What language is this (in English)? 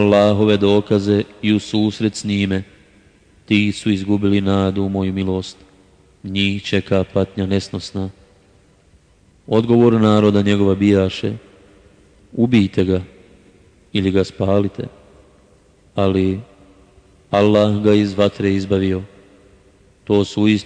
Bosnian